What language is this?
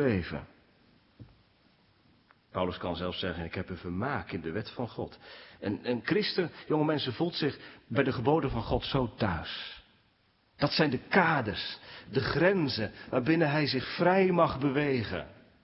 Dutch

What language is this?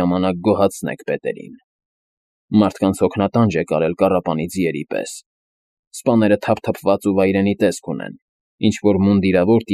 Armenian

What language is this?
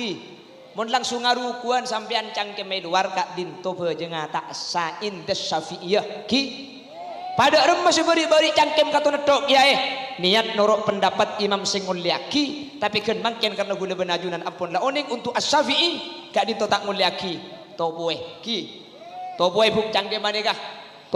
Madurese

